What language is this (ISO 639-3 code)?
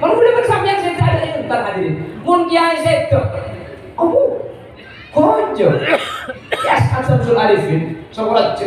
mad